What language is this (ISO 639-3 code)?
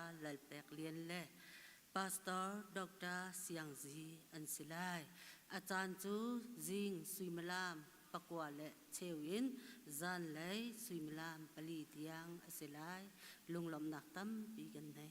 cnh